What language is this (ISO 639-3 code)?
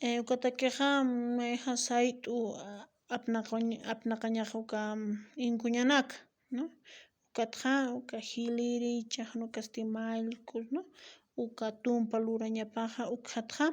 aym